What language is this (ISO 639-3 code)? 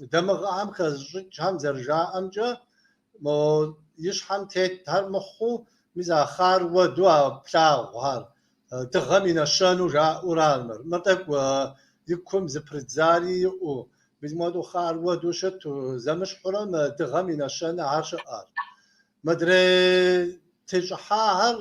kbd